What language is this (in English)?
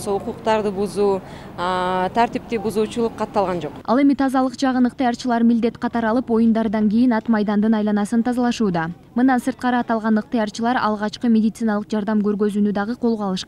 Kyrgyz